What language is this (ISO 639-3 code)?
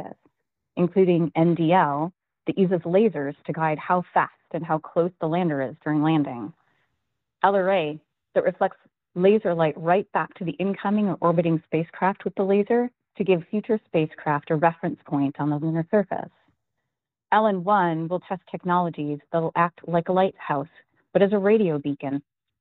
eng